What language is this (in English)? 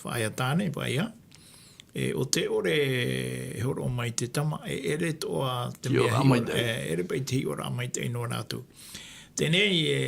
Tahitian